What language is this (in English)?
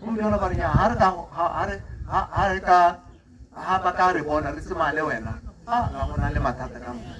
Tswana